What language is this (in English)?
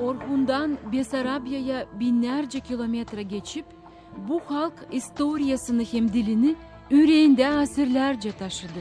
Gagauz